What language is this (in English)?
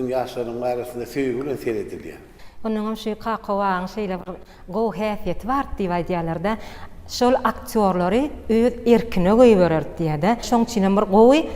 Turkmen